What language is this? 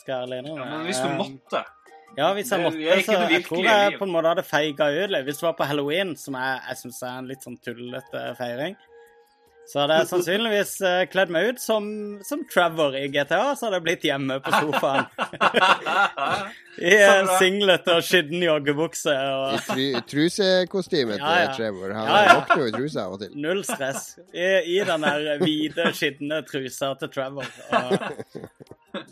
Norwegian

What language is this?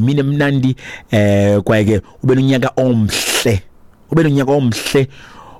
Xhosa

